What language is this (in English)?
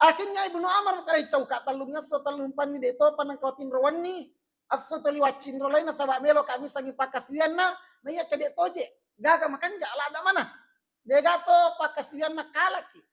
Buginese